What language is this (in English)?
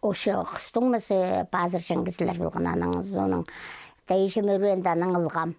Khakas